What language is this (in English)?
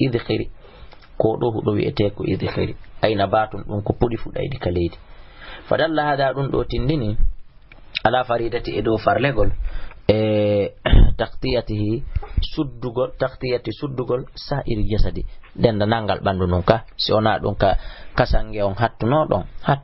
Fula